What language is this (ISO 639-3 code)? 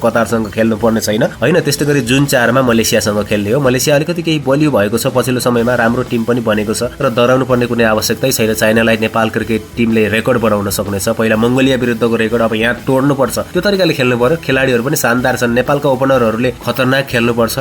nep